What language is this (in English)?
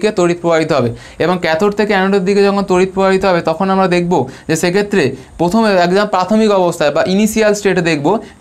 Bangla